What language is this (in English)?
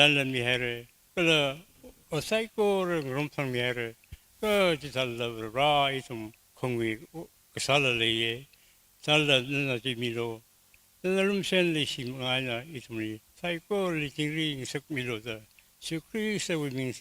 Tangkhul Naga (India)